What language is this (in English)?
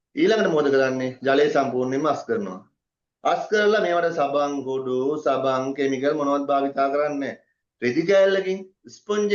Sinhala